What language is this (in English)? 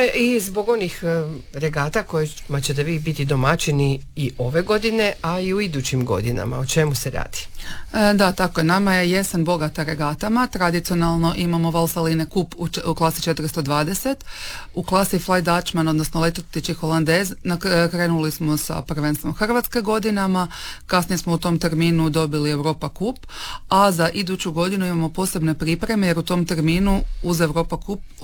Croatian